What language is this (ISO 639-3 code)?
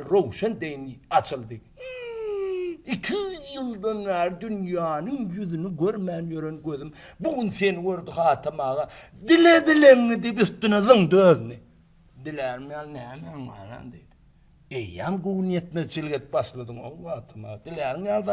tuk